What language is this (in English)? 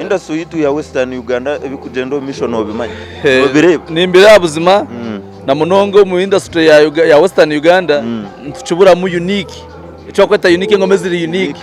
Nyankole